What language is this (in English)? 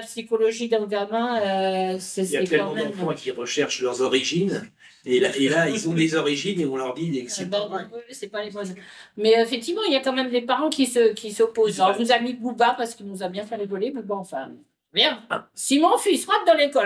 French